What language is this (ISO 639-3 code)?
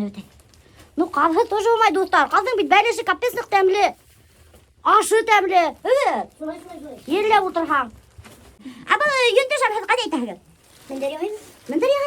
bak